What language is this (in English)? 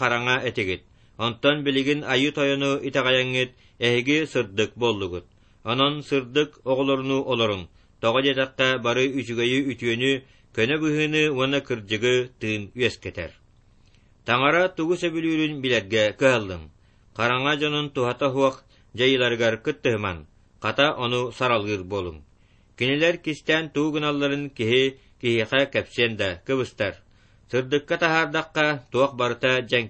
Yakut